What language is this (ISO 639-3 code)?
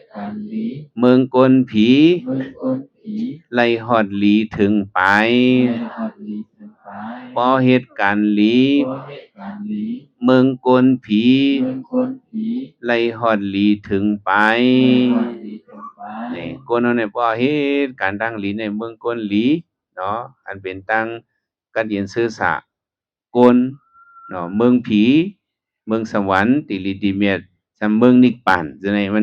shn